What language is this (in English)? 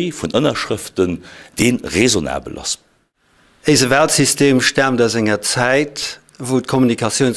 Luxembourgish